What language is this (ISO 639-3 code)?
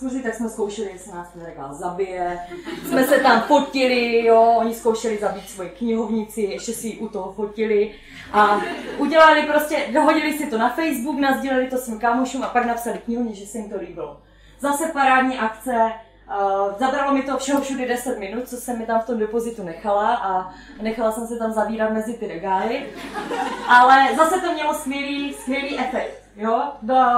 ces